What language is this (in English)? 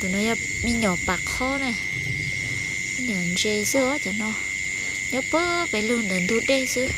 Hmong